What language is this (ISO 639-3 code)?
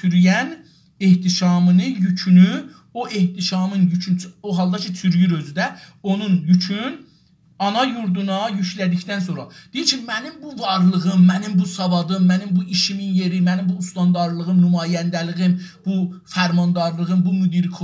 azb